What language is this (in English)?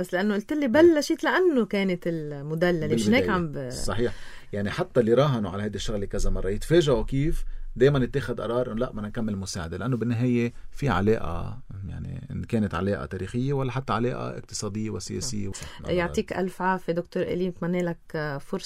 North Levantine Arabic